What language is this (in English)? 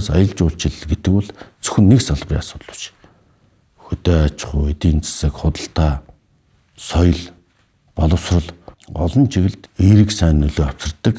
Mongolian